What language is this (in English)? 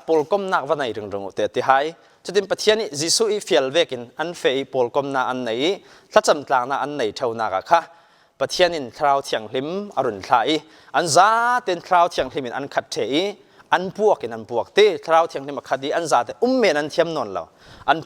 Falam Chin